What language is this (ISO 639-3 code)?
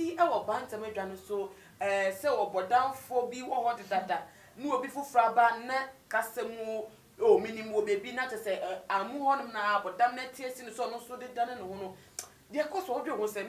aka